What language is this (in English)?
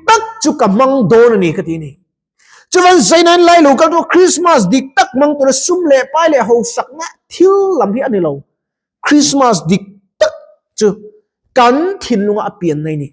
Mizo